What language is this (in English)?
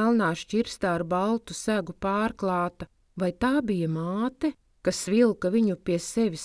Latvian